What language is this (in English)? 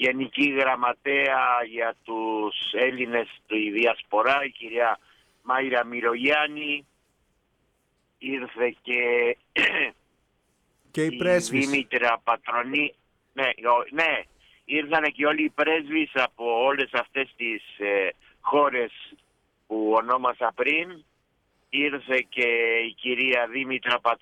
Greek